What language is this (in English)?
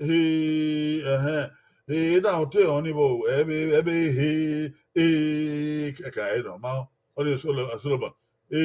Bini